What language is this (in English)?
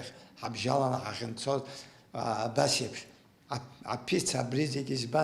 Abkhazian